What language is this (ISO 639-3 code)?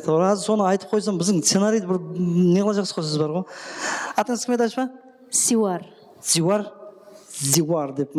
kaa